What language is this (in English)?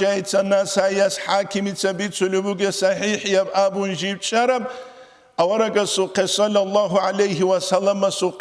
Avaric